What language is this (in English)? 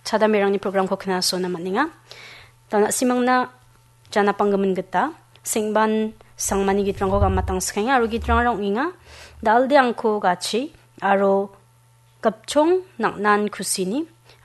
Garo